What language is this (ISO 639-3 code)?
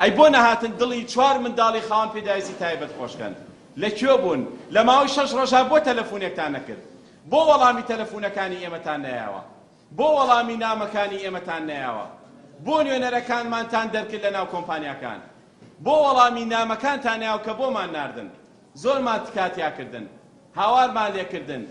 ckb